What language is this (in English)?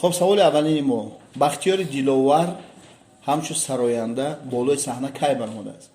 Tajik